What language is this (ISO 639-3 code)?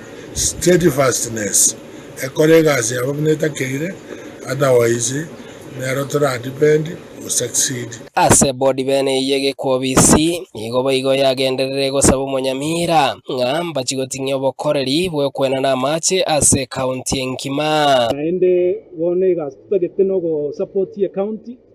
guz